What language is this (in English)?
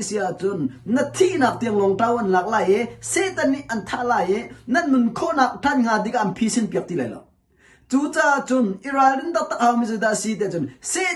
Hakha Chin